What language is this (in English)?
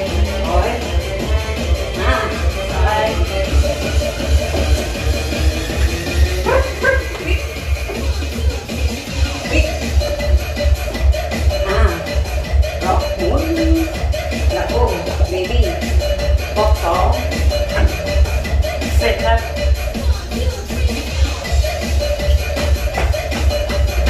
Thai